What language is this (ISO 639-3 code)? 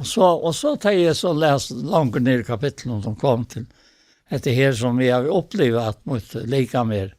fao